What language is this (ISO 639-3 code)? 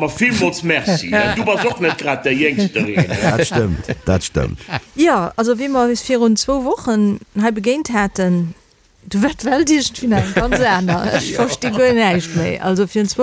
ltz